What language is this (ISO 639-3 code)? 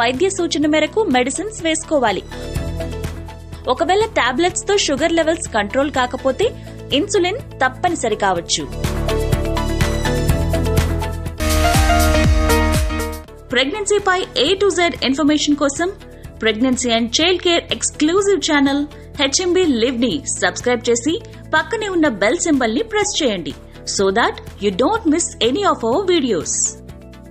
tel